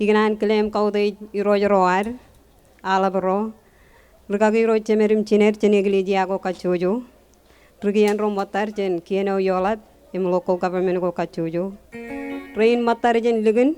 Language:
Marshallese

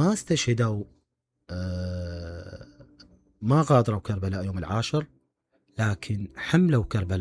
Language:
Mesopotamian Arabic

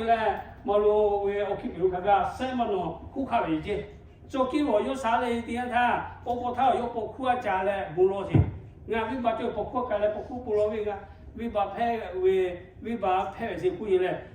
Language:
Lahu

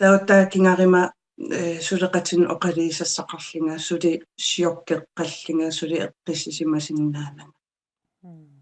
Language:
Kalaallisut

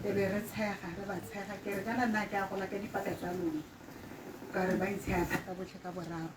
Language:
Tswana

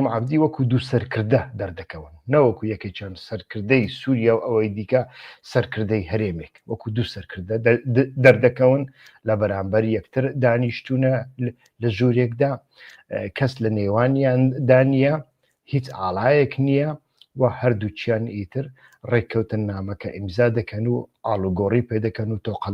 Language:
Central Kurdish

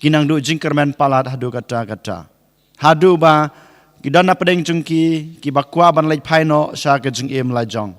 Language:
Khasi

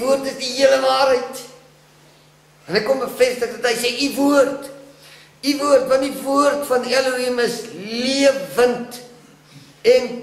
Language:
Afrikaans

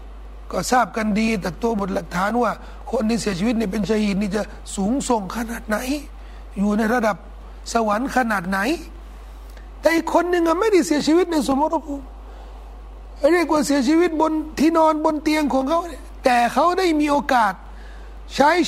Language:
Thai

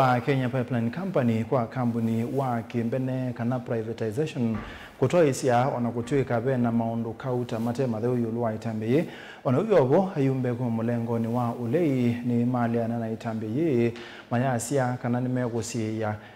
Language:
Kamba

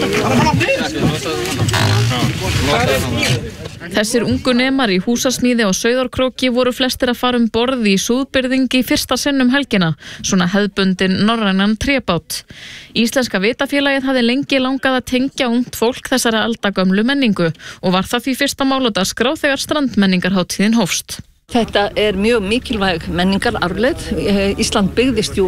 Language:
Icelandic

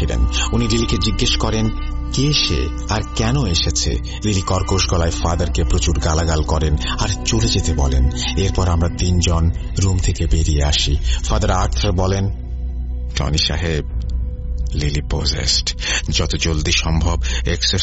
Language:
Bangla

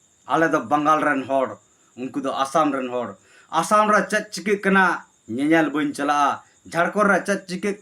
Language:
Santali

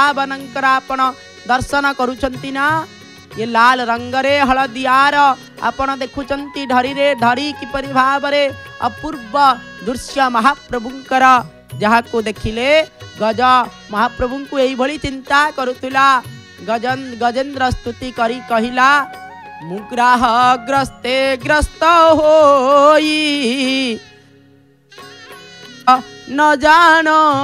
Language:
Odia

